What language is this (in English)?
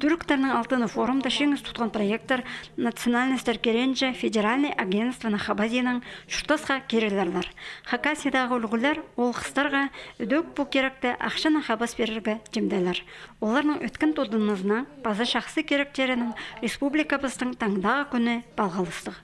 Khakas